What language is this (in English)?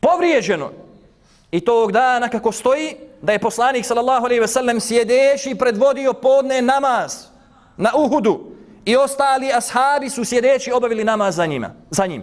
Bosnian